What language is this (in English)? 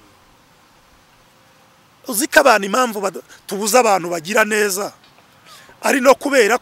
Kinyarwanda